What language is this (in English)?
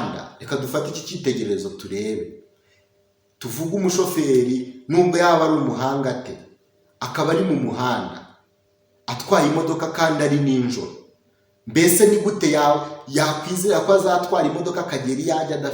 Kinyarwanda